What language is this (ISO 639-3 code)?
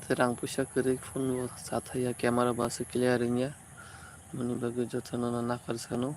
trp